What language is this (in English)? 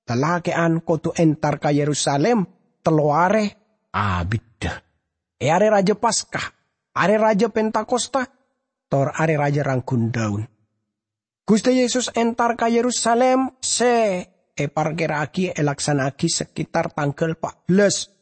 Madurese